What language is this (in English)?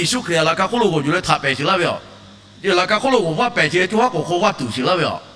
Lahu